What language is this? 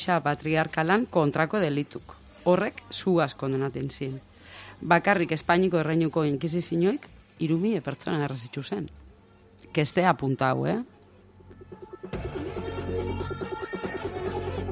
Basque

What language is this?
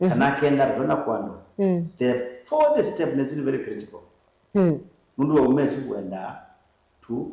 Kamba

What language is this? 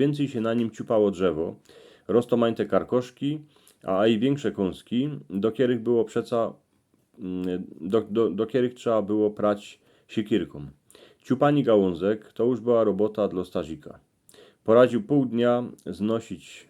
Silesian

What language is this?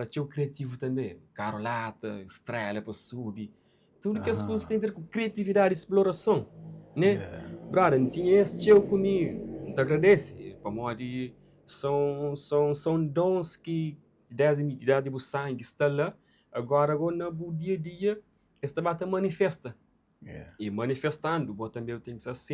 Kabuverdianu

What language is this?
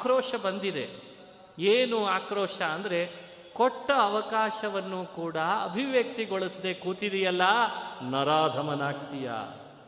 Kannada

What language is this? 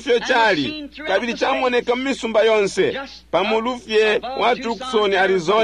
Bemba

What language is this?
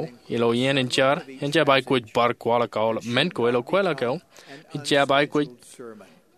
Marshallese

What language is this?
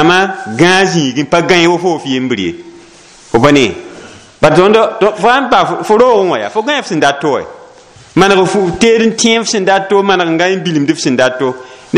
Mossi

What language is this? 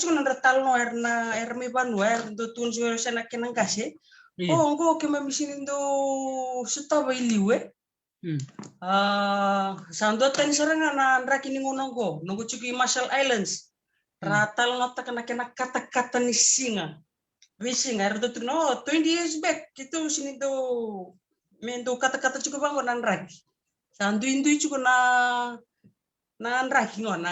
Fijian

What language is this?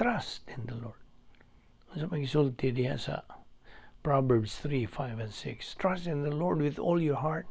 Cebuano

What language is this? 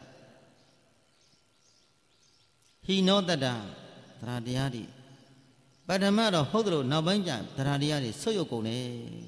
Burmese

